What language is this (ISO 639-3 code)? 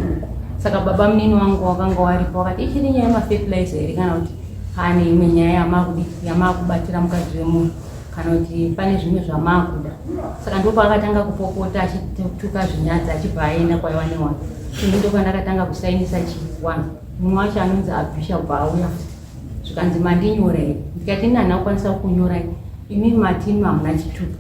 sna